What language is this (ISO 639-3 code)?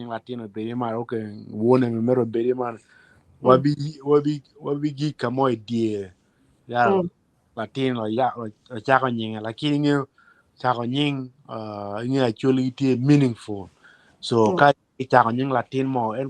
ach